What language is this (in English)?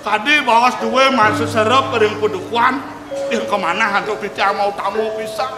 Balinese